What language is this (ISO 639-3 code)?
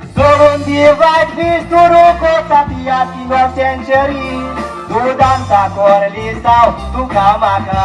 kok